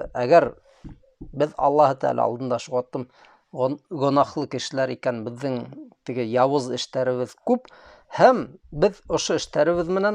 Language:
Bashkir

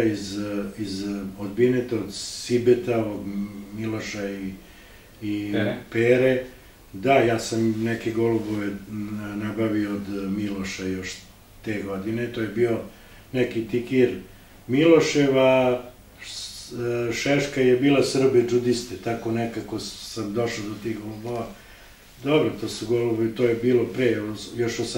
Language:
Serbian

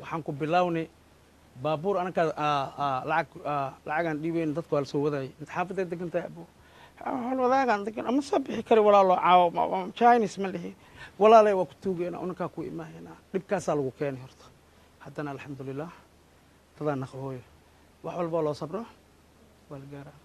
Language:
Somali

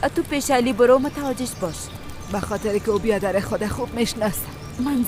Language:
Persian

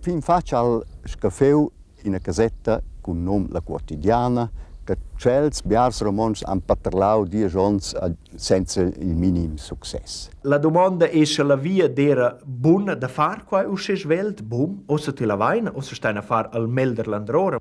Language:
Romansh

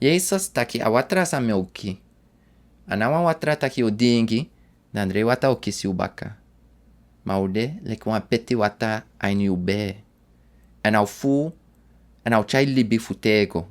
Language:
Sranan Tongo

